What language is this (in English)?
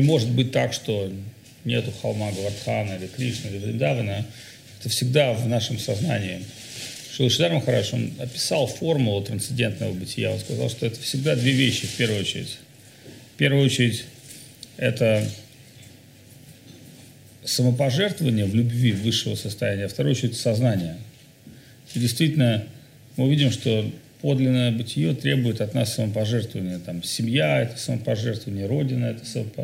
Russian